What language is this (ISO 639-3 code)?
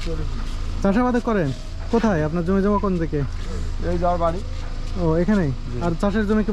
ben